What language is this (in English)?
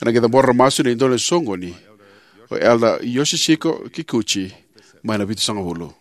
Fijian